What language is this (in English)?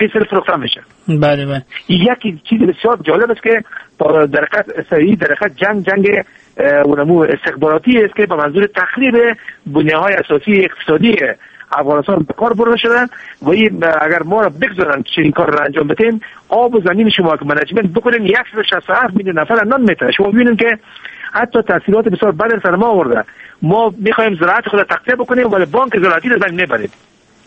Persian